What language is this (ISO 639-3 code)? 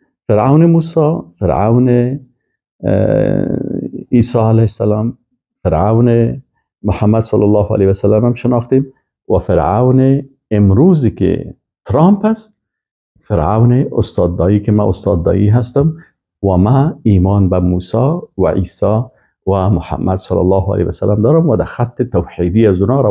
fas